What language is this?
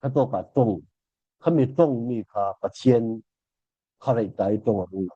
Falam Chin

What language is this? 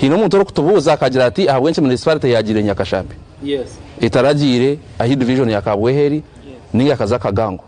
Nyankole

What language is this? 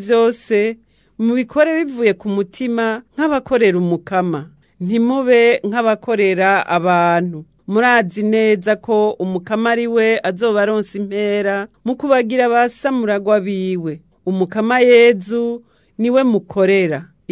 Rundi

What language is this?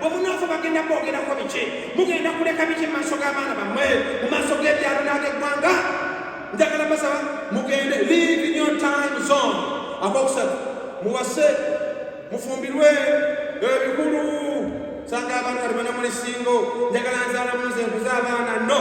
Ganda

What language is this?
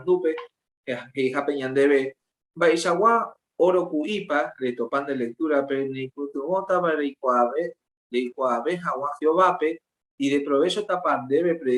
Guarani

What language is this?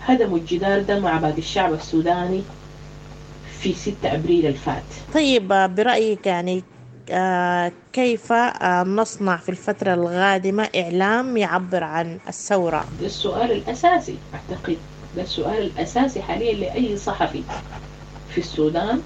Sudanese Arabic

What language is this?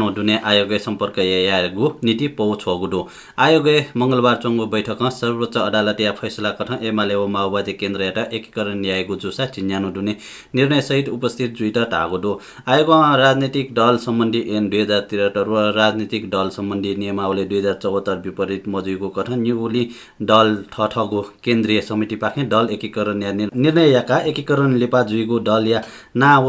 Newari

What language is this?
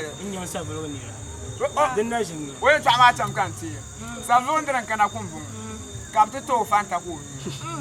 Dagbani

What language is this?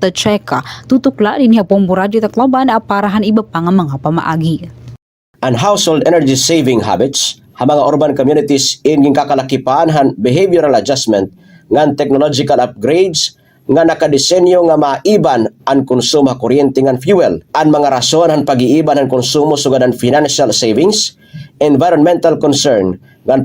Waray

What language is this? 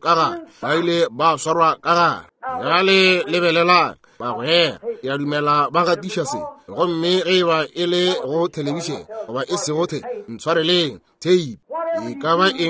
Northern Sotho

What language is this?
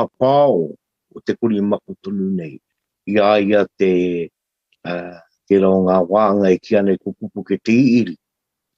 Māori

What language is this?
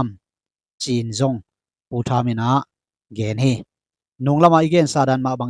Tedim Chin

